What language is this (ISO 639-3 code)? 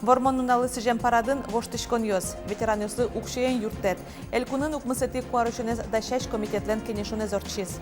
udm